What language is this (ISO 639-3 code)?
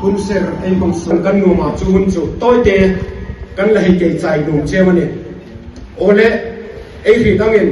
hmr